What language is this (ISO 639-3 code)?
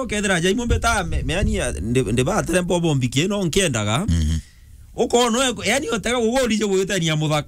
mer